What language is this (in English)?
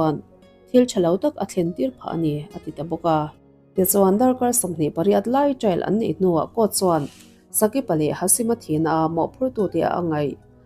Mizo